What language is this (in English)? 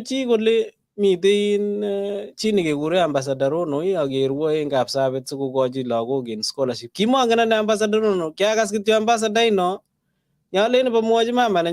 Kalenjin